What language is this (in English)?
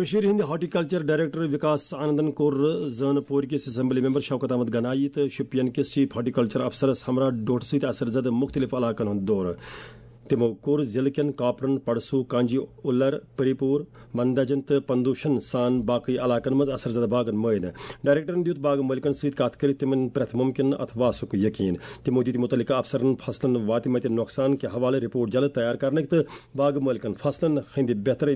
Kashmiri